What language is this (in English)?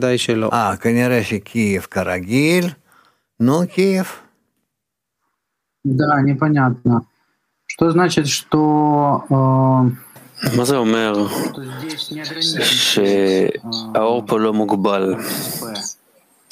Hebrew